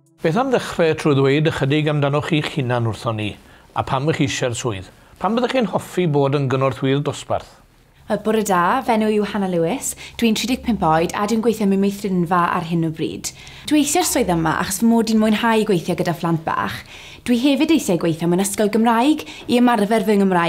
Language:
Welsh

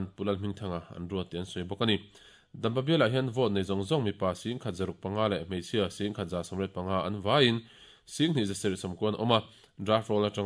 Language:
Mizo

